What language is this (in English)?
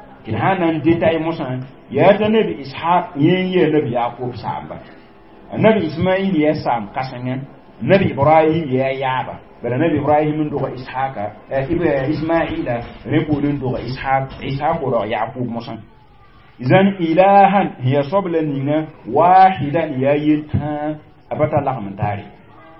Mossi